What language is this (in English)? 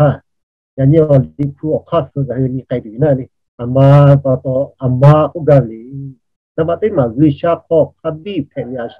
Lahu